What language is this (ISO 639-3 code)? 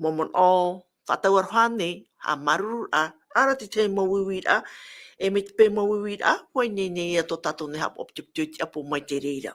tah